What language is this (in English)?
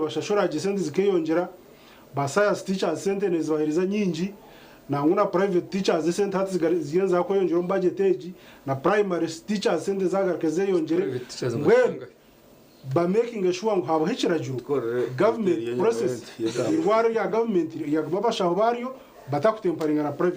Nyankole